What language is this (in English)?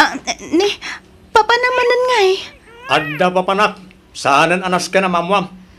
Iloko